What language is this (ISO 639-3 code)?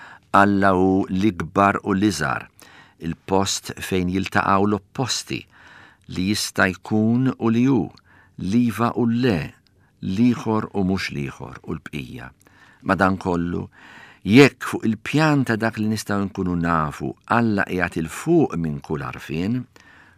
mlt